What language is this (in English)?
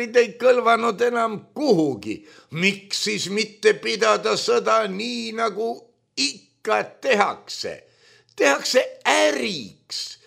Estonian